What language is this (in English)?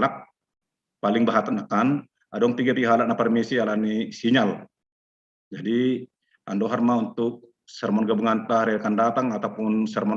Batak Simalungun